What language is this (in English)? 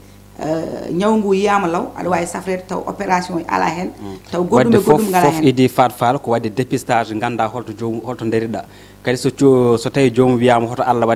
Fula